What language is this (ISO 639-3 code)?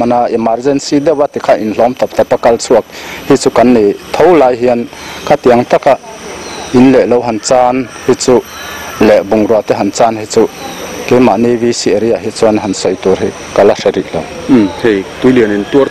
lus